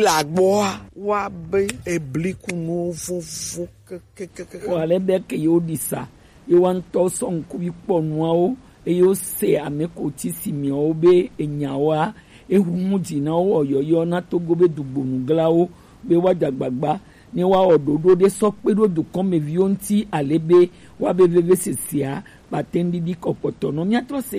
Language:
Gen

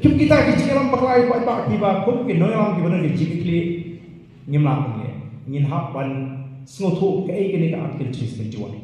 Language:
Khasi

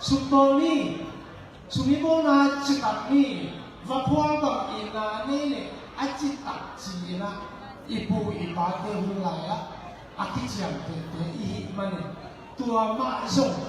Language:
Tedim Chin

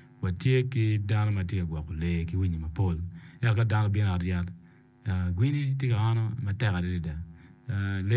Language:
Acoli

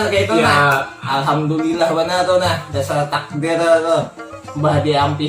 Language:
Banjar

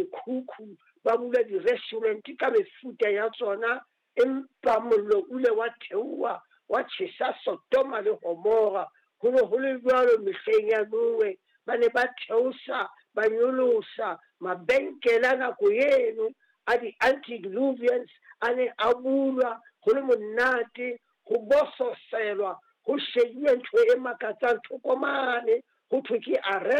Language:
Southern Sotho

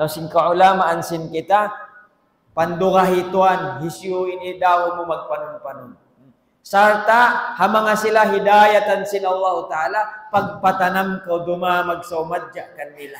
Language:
Tausug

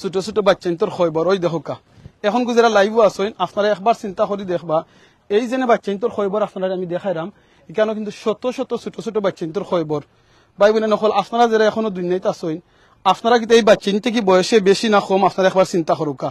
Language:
Sylheti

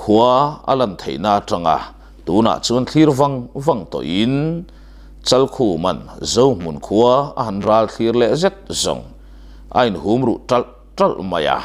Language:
Mizo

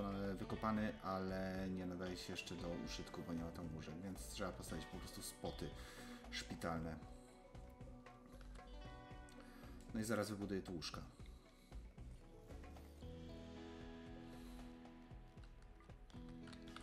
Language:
Polish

